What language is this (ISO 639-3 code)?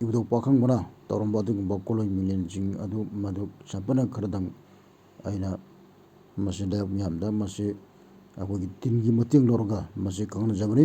mni